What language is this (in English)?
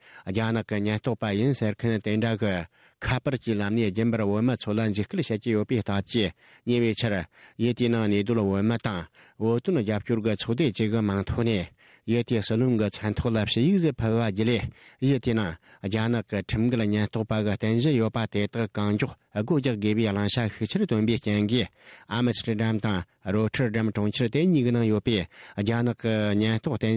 Tibetan